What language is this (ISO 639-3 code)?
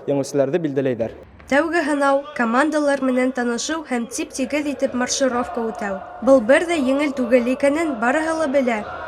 bak